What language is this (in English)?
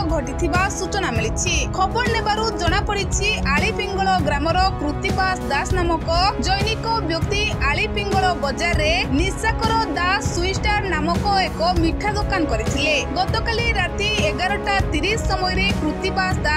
Odia